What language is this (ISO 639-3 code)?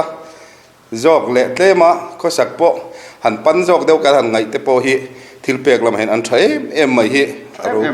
lus